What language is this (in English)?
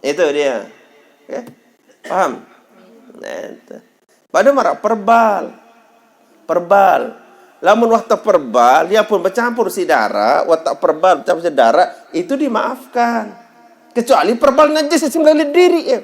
Sasak